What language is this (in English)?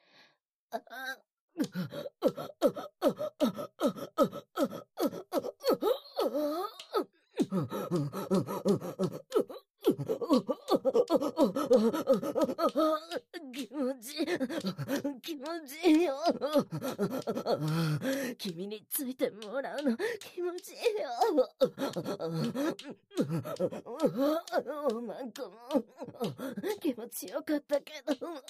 Japanese